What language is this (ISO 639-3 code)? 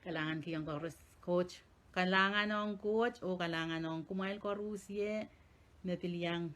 pon